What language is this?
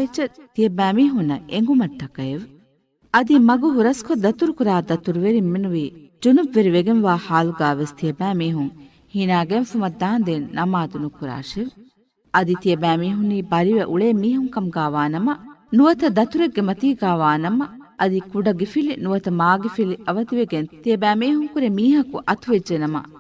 Divehi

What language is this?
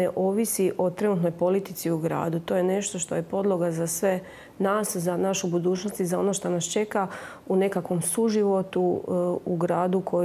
Croatian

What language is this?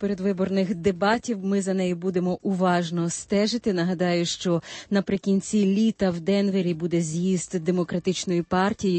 Ukrainian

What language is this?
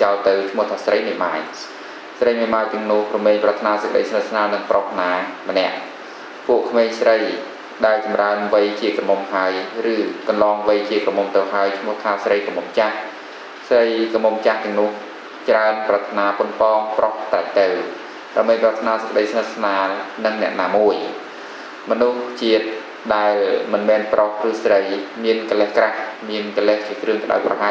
Khmer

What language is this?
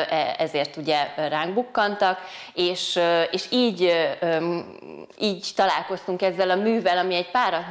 Hungarian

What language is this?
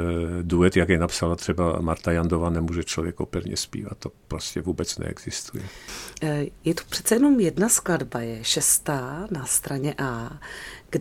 Czech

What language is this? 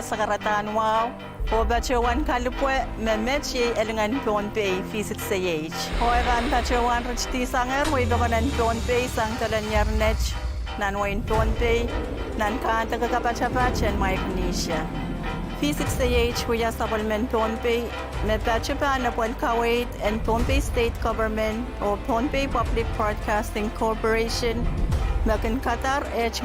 Pohnpeian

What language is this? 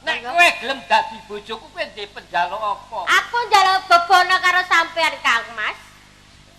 Javanese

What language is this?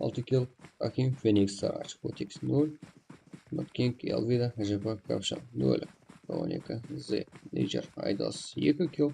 Kara-Kalpak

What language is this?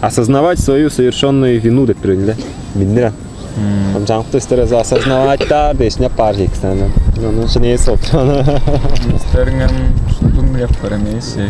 Tuvinian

